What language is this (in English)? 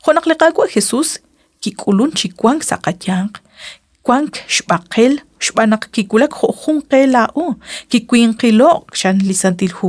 Kekchí